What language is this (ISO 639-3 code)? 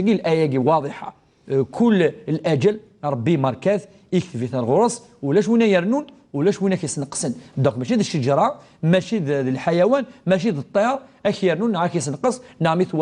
kab